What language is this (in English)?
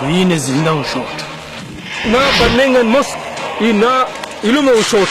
Brahui